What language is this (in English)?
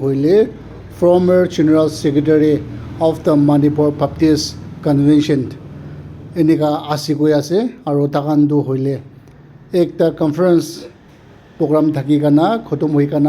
Naga Pidgin